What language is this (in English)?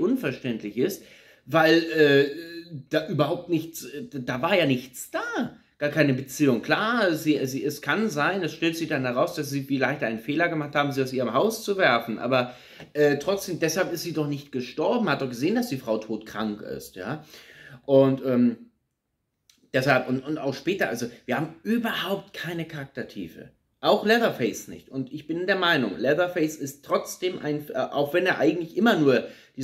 German